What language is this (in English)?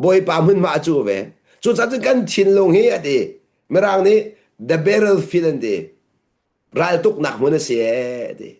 Hakha Chin